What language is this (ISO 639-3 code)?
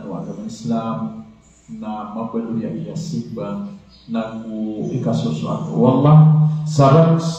mrw